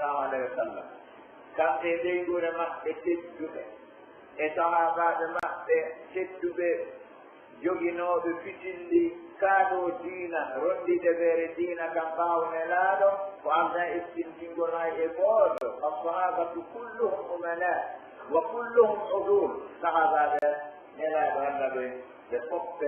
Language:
Pular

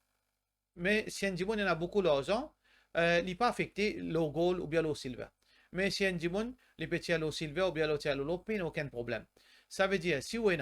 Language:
Morisyen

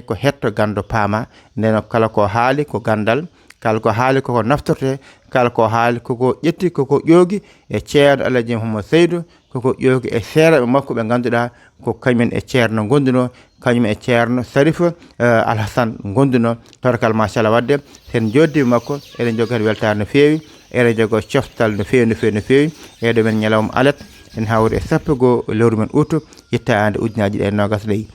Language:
Fula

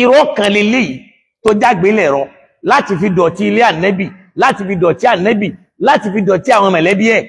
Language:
Yoruba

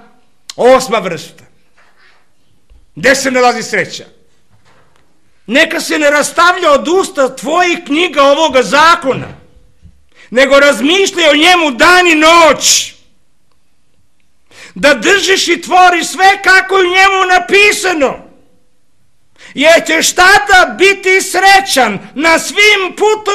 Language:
Serbian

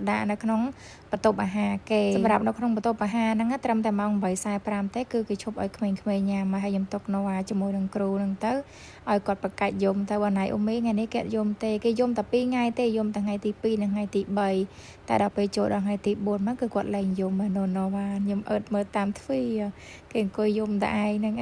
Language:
Khmer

